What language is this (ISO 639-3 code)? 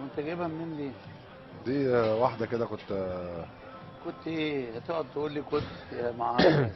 arz